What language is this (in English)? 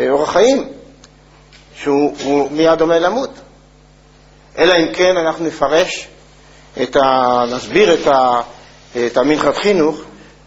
Hebrew